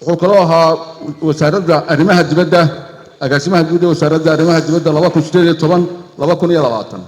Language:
Somali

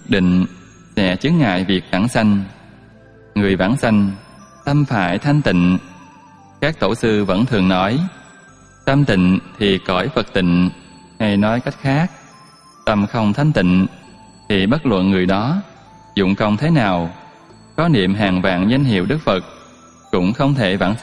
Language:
Vietnamese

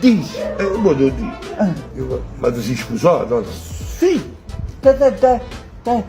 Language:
Neapolitan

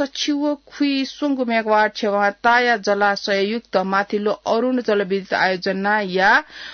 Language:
Newari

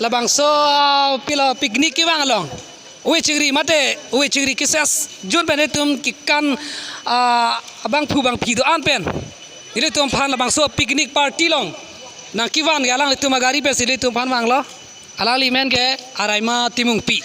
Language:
Karbi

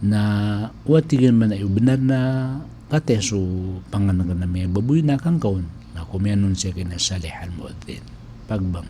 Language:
Maranao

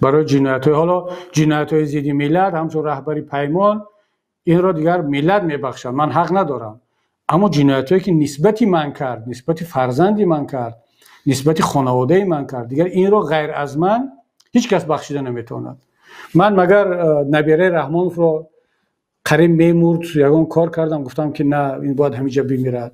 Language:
Tajik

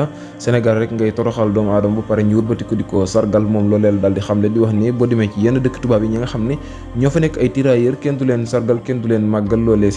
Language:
Wolof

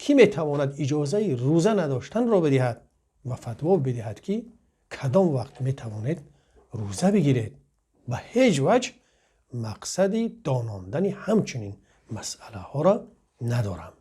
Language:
Tajik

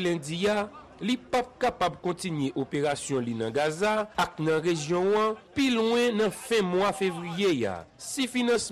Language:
Haitian Creole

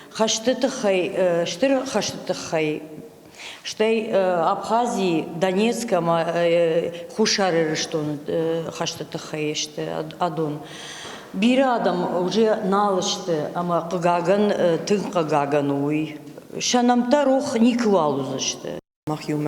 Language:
Ossetic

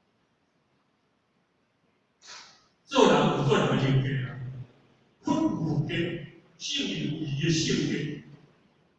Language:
Min Nan Chinese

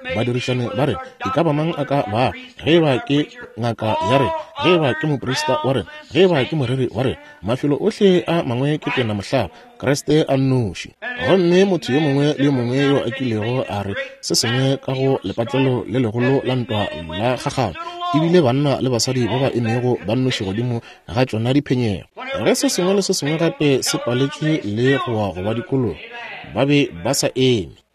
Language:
Northern Sotho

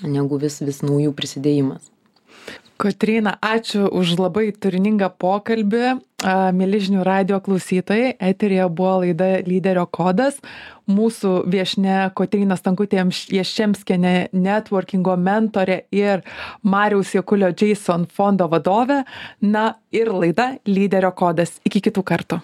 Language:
Lithuanian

